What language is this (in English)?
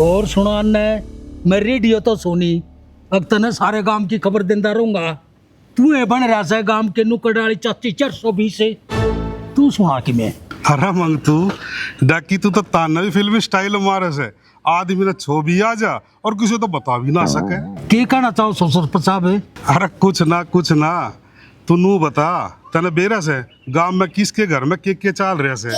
Haryanvi